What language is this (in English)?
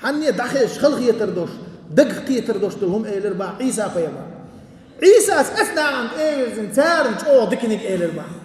Chechen